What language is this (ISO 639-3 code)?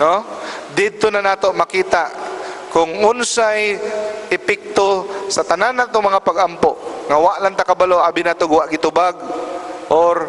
ceb